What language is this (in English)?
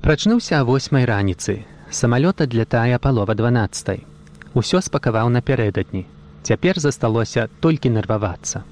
Belarusian